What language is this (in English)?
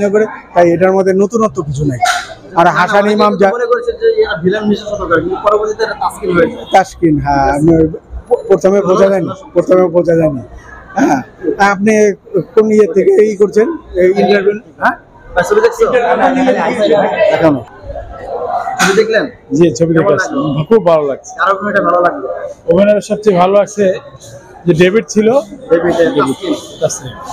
Bangla